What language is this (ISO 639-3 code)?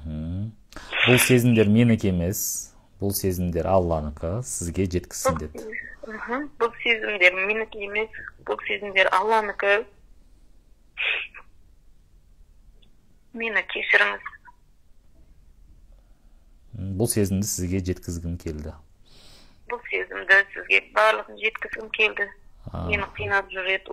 kaz